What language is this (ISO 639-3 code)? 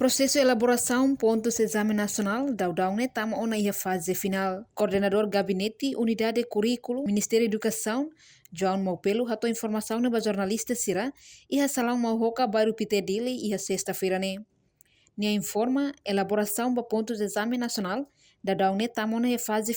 tet